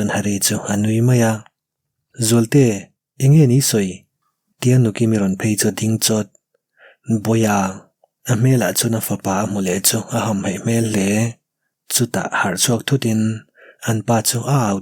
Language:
Mizo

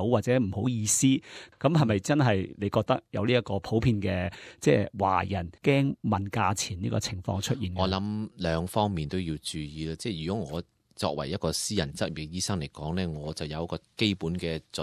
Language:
Cantonese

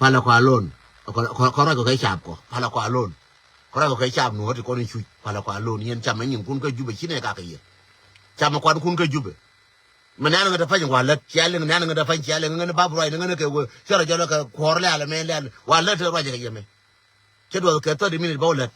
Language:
Nuer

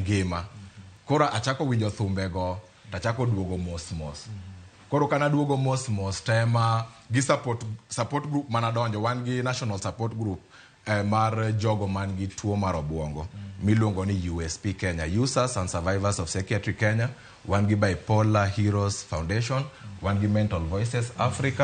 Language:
Luo (Kenya and Tanzania)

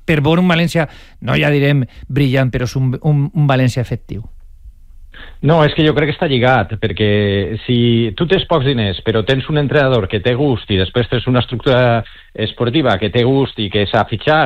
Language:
Catalan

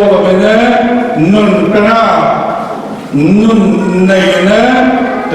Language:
Falam Chin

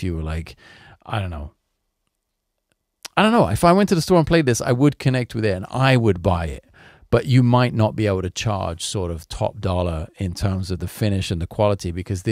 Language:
English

